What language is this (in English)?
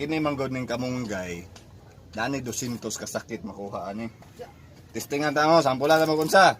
Cebuano